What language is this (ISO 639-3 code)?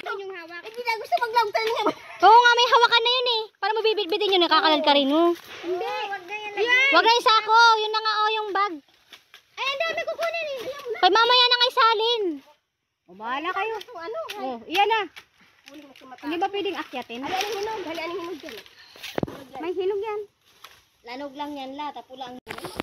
bik